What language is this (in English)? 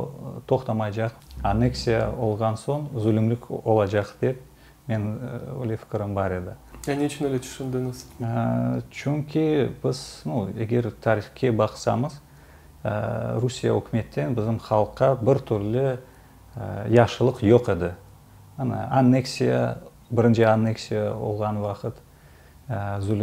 Crimean Tatar